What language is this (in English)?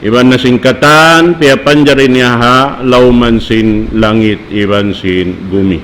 Tausug